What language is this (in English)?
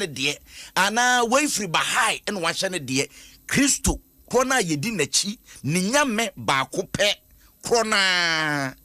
Akan